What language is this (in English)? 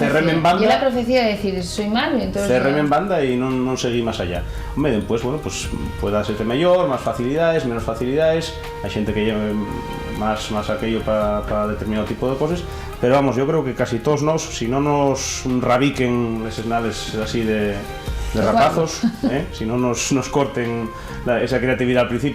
Asturian